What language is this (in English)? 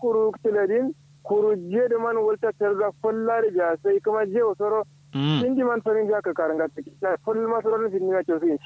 Kanuri